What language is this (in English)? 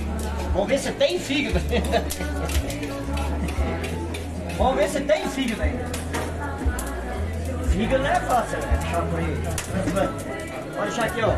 Portuguese